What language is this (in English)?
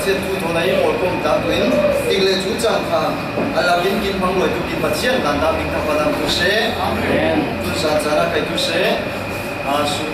Falam Chin